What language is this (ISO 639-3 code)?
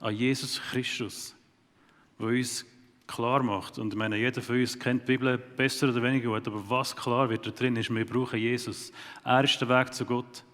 gsw